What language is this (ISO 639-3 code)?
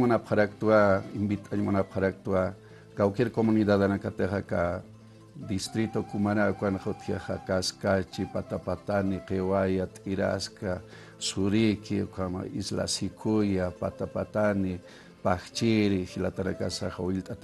aym